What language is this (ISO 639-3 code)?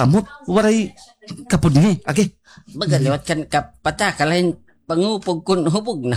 war